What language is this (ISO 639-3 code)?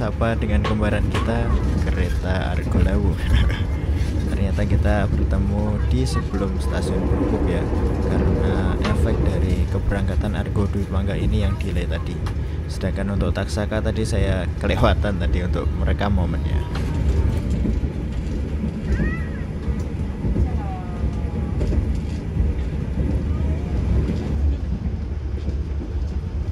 ind